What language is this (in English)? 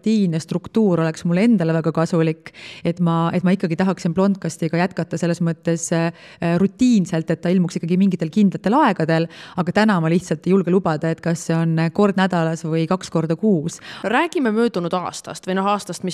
Estonian